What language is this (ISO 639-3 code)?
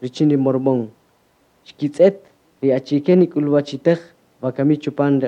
cak